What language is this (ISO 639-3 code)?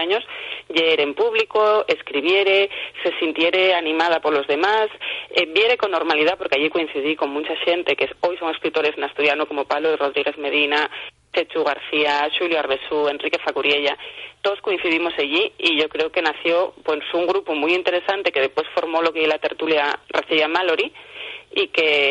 ast